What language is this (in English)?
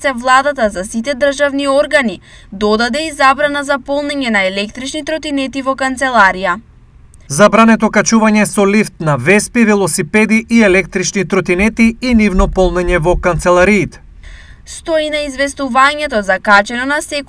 Macedonian